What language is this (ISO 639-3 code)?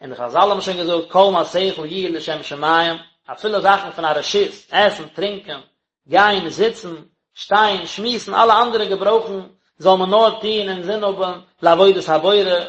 yid